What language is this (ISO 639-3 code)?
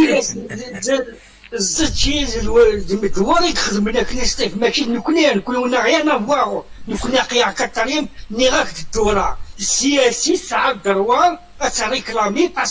kab